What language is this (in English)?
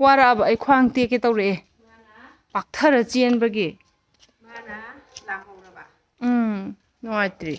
Manipuri